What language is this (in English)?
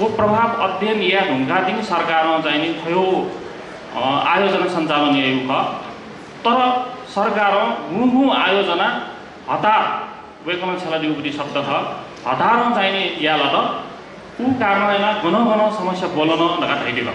Newari